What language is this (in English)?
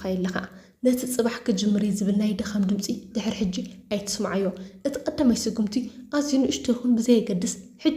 Tigrinya